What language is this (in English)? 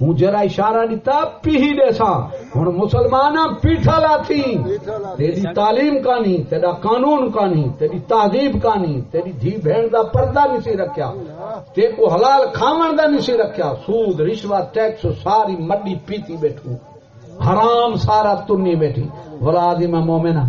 Saraiki